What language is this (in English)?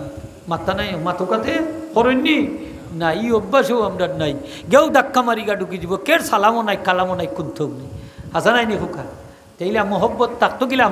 Sylheti